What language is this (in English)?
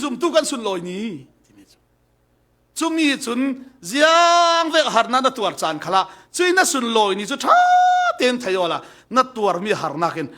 Falam Chin